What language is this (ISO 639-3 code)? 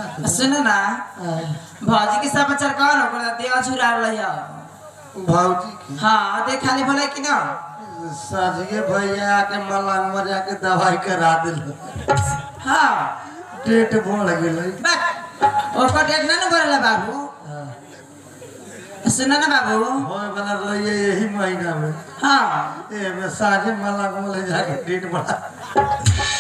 bho